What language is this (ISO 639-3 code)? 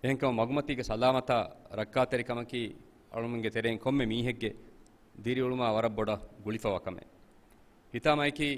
div